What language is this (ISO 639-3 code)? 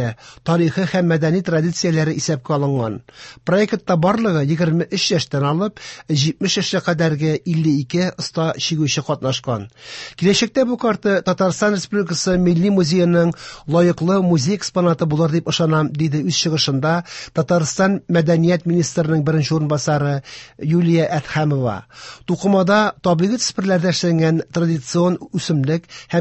tat